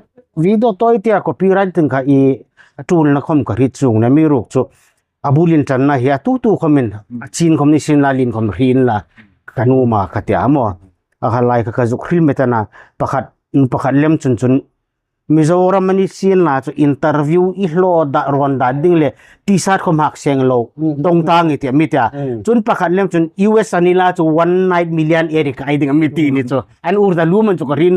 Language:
Hmar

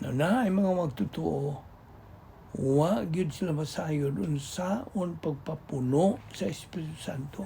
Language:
Cebuano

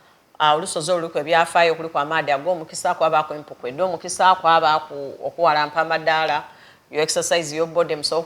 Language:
Soga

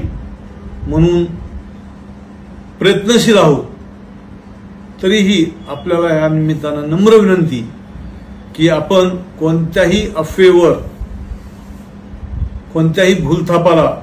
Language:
Marathi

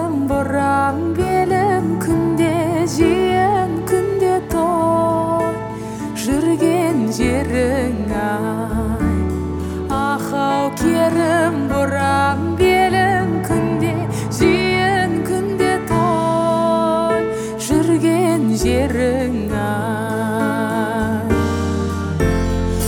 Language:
Kazakh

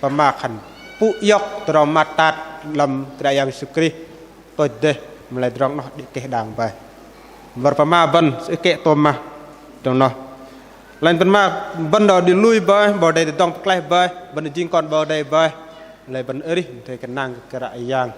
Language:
Bahnar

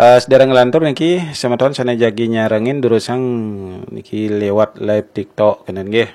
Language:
Balinese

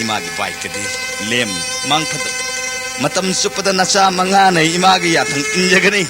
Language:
Manipuri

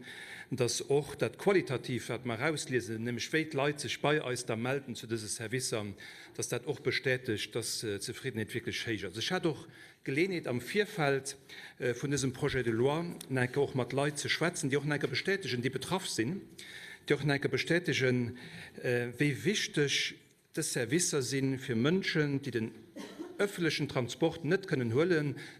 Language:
Luxembourgish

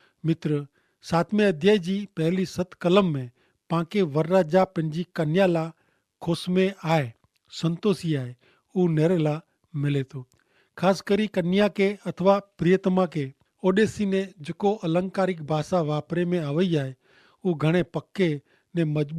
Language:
Kachhi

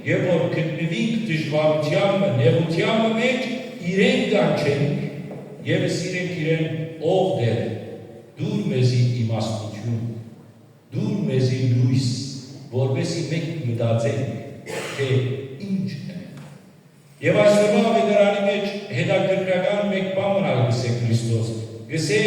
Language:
Western Armenian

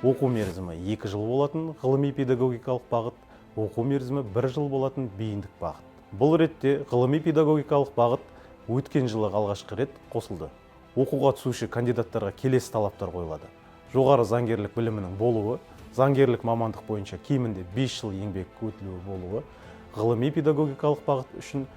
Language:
Kazakh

